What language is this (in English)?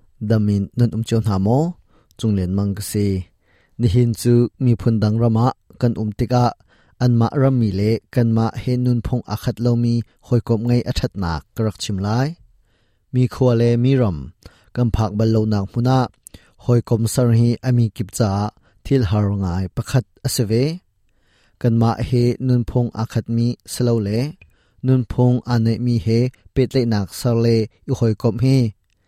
Hakha Chin